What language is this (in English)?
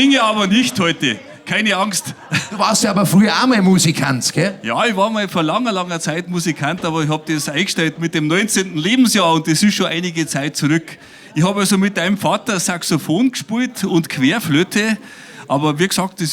Bavarian